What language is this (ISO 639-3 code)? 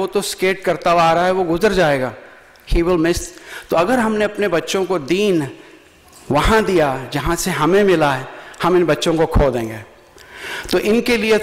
urd